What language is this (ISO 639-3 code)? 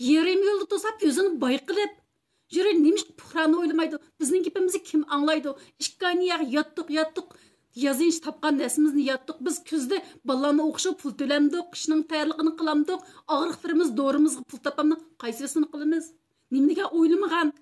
uig